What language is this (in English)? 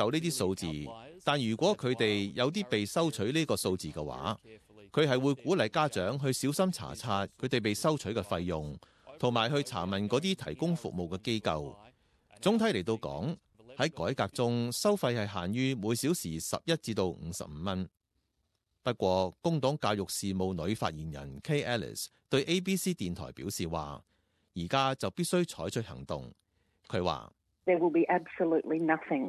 Cantonese